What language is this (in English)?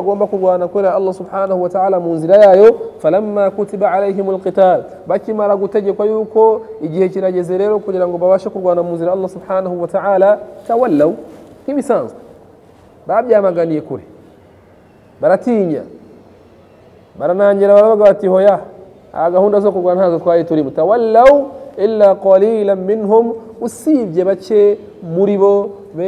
Kinyarwanda